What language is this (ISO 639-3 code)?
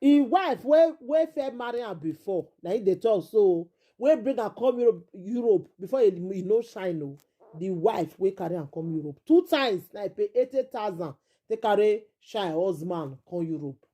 pcm